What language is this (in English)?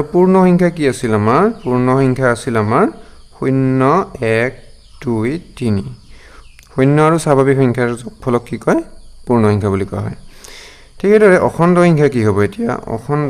Assamese